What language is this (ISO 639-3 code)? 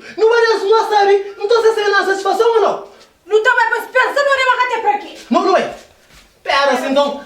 kea